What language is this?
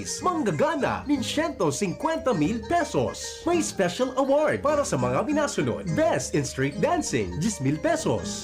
Bikol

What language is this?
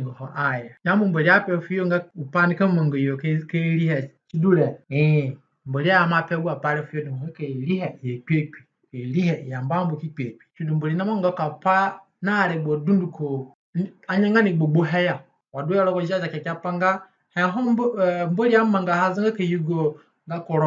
Zande (individual language)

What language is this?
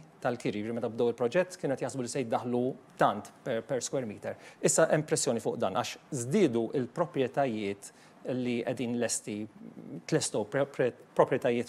Maltese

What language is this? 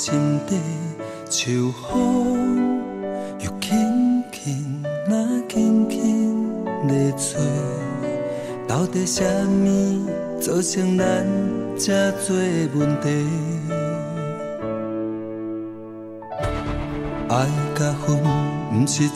Min Nan Chinese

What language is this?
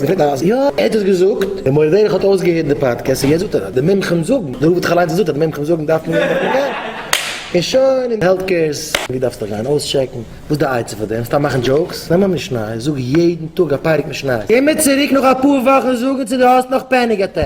Yiddish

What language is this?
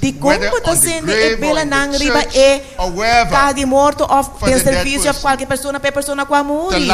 Papiamento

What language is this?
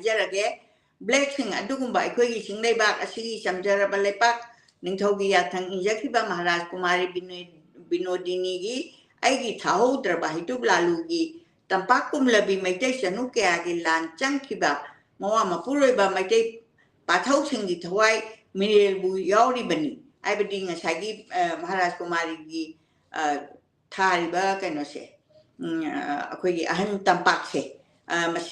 Manipuri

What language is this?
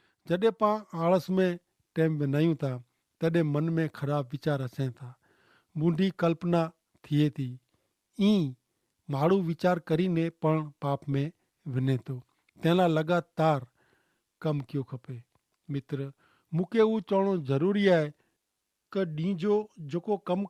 Kachhi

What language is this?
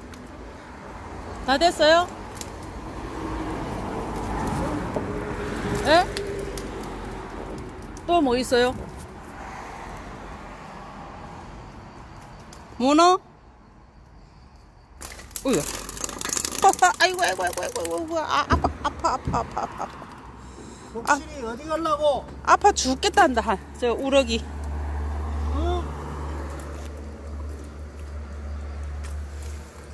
Korean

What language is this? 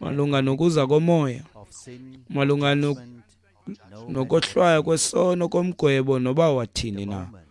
Xhosa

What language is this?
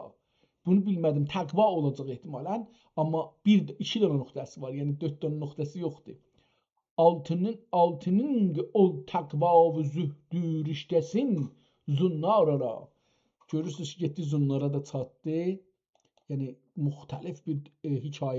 South Azerbaijani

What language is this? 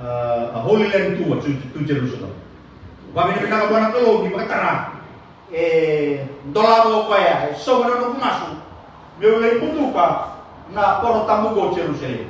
Fijian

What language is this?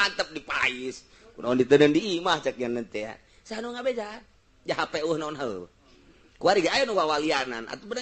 Sundanese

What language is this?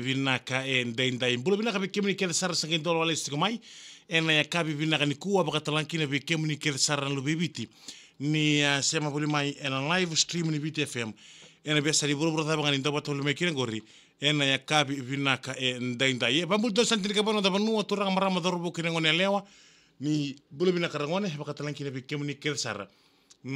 Fijian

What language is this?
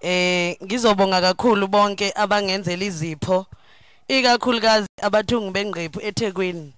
Zulu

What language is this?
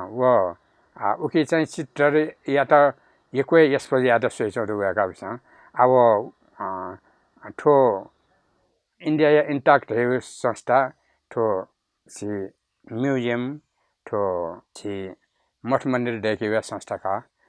Newari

